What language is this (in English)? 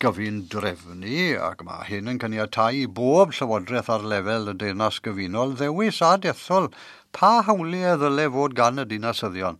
Welsh